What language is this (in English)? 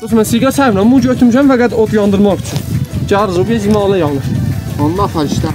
South Azerbaijani